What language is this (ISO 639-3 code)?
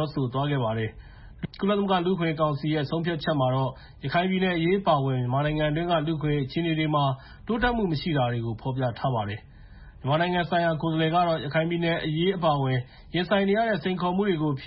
mya